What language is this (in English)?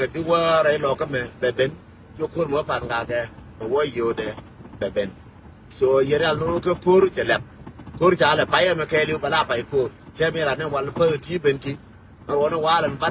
Nuer